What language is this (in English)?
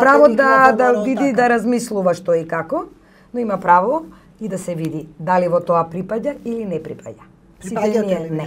Macedonian